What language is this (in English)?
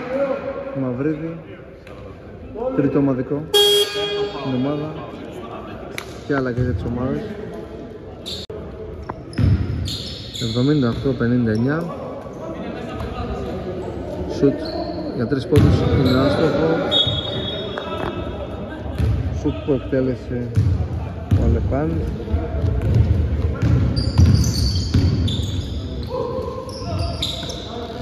Greek